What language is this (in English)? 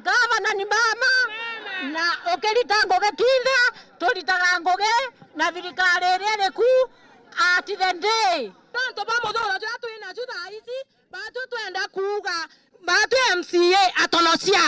Meru